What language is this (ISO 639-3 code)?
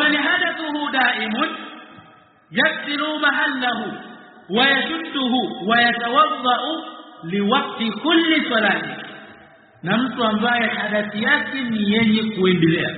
swa